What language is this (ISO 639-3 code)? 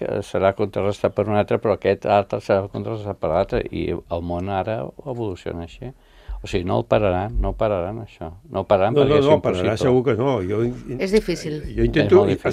cat